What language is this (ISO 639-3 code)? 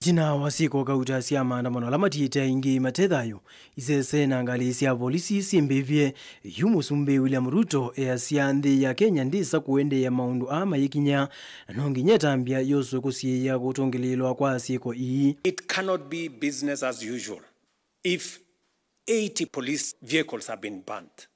kam